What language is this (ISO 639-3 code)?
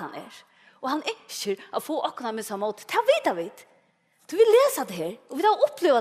fao